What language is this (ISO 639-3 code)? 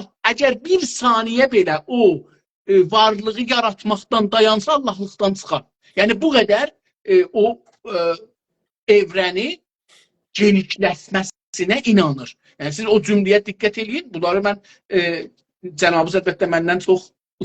azb